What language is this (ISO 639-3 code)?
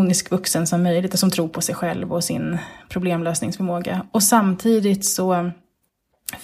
swe